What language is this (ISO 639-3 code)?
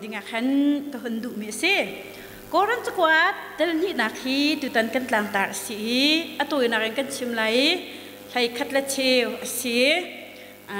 cnh